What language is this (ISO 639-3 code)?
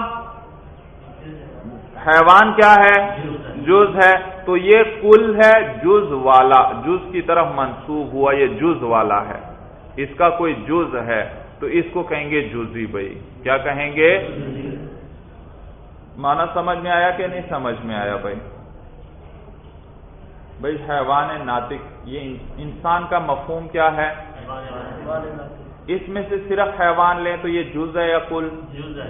urd